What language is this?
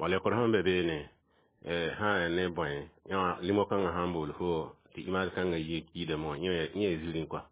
Mossi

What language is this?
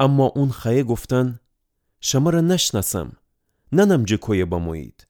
Gilaki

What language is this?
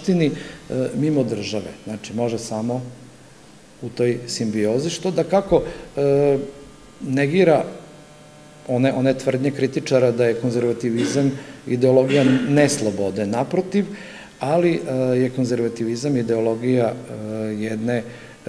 Serbian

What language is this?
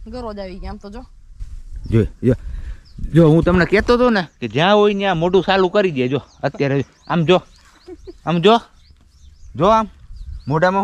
Gujarati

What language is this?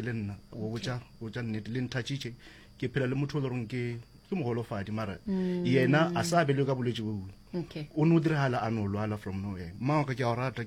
Northern Sotho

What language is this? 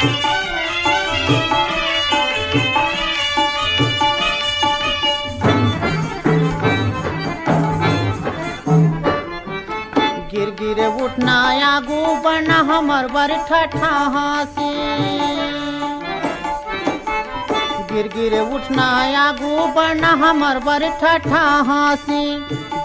Chhattisgarhi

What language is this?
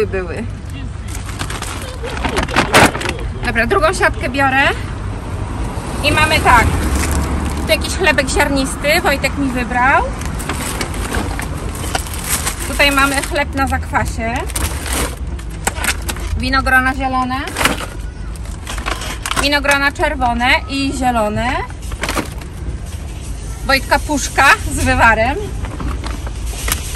Polish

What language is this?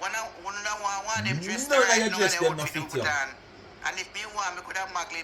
Jamaican Creole English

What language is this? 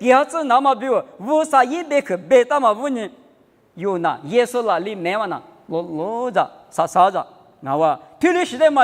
Lisu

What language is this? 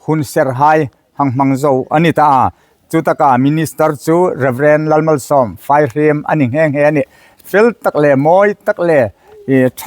Hmar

